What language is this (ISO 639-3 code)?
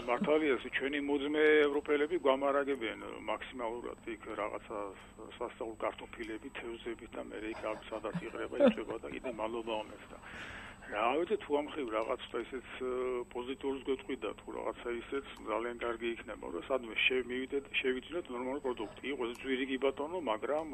kat